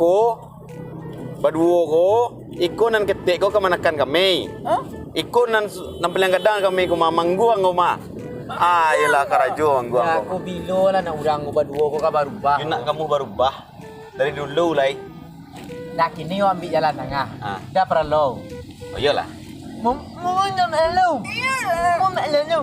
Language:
Minangkabau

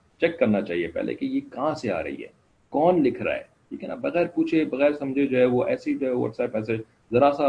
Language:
Urdu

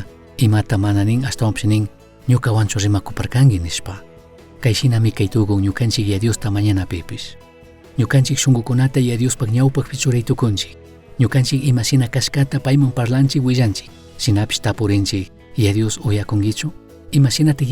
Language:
Chimborazo Highland Quichua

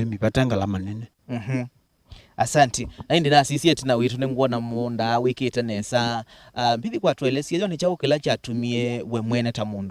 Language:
Kamba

